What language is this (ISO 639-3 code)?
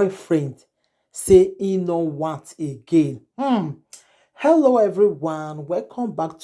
pcm